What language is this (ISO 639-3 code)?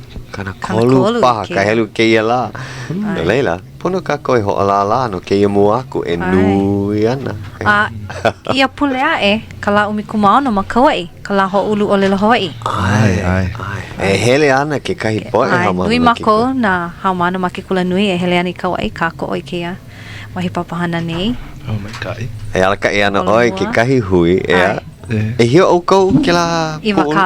haw